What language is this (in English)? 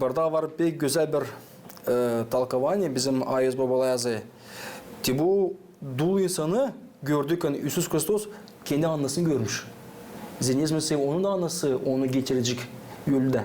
Gagauz